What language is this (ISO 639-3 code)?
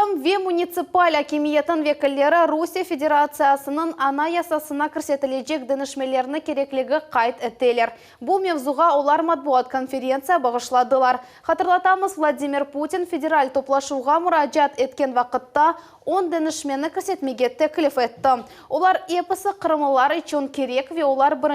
crh